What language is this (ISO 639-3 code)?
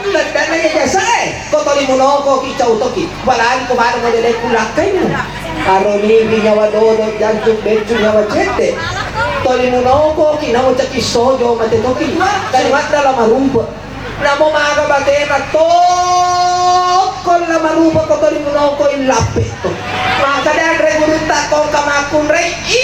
bug